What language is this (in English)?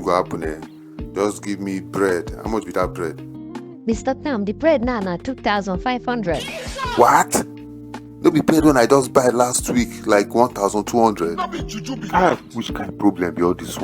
Nigerian Pidgin